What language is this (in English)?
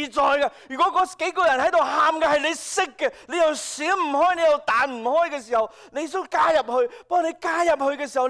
Cantonese